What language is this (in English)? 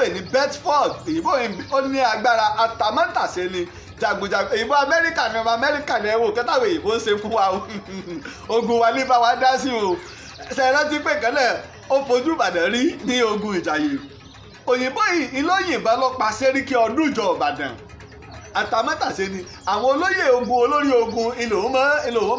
Yoruba